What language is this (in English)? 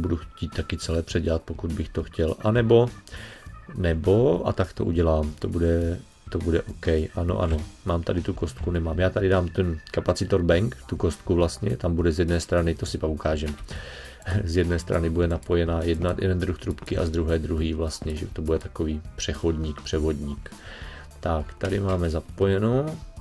Czech